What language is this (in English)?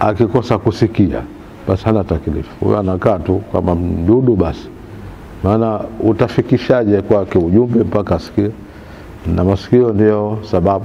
Swahili